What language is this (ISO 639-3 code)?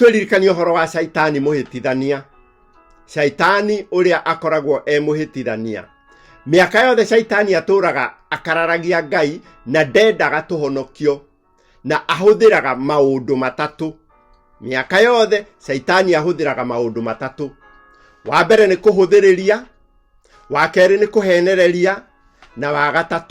kik